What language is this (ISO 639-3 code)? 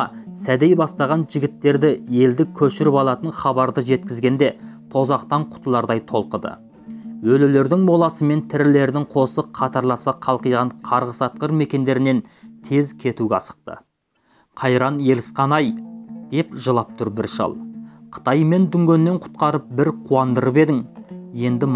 kaz